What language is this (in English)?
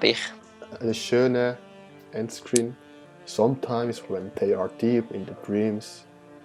Swiss German